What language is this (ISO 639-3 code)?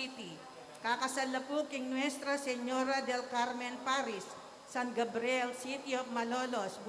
pam